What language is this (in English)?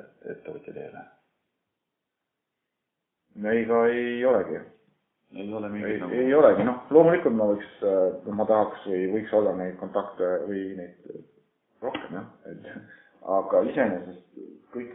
Estonian